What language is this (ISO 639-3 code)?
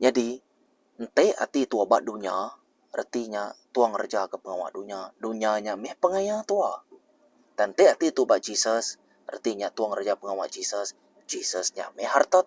iba